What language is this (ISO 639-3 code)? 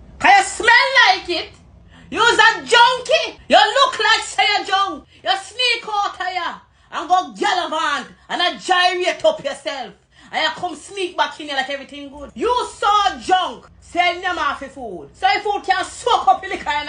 jam